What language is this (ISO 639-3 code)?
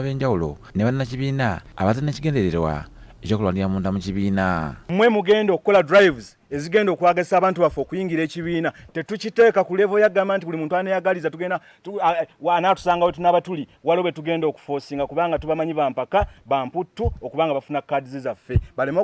lug